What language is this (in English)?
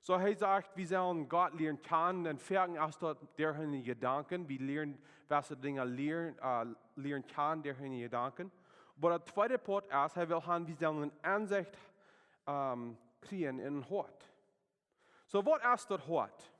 Plautdietsch